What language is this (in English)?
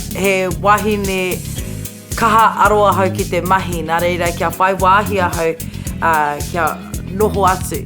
Māori